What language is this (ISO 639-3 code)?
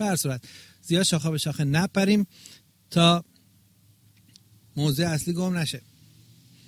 fas